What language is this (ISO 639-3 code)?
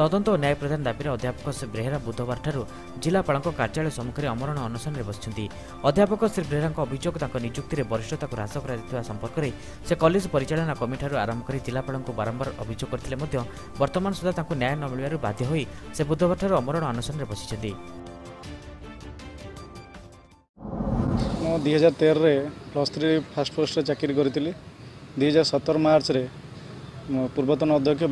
ori